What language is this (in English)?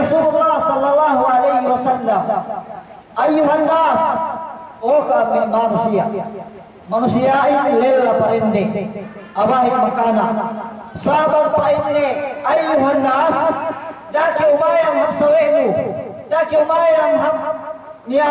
Yakan